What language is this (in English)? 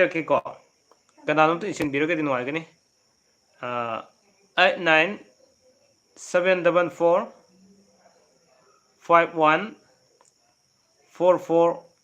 Manipuri